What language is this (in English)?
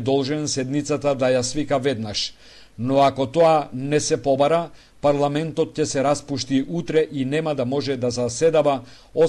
Macedonian